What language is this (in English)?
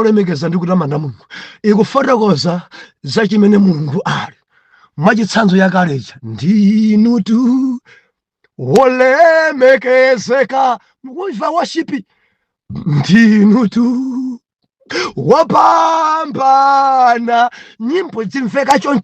Nyanja